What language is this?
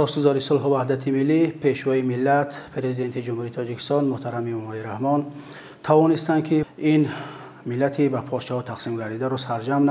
Tajik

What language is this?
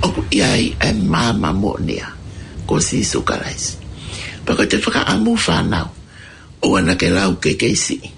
Tongan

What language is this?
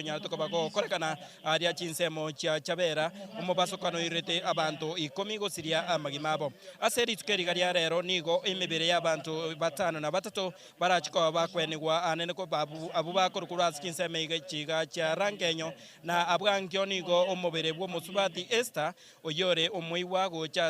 Gusii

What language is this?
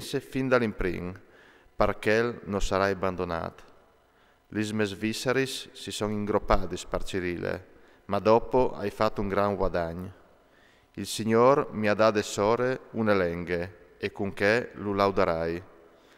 Friulian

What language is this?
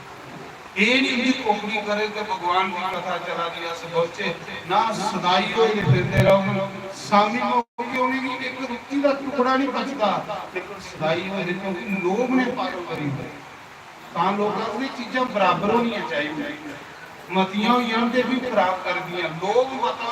Dogri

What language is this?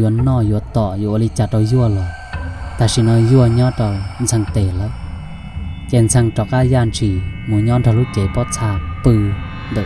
Hmong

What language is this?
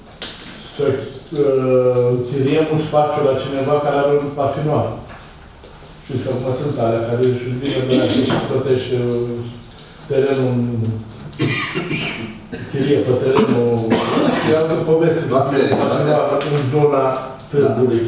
Romanian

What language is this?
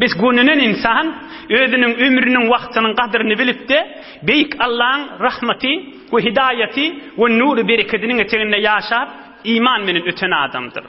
Turkmen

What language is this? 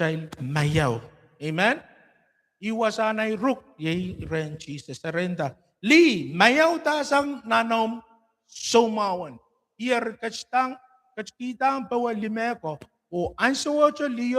Pohnpeian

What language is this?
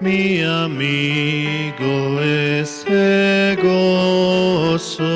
Aymara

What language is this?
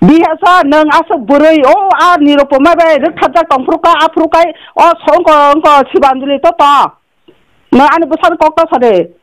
Kok Borok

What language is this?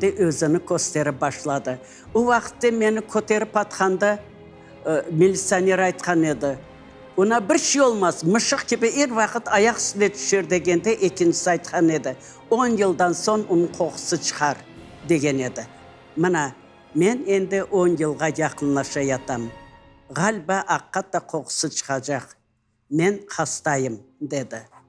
Crimean Tatar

